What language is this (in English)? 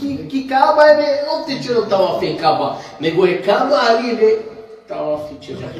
Balkan Romani